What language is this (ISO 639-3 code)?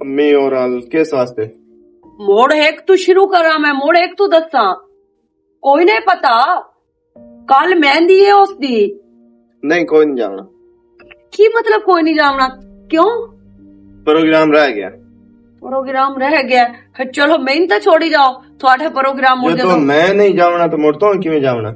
lah